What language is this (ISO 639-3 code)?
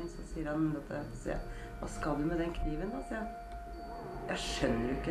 nor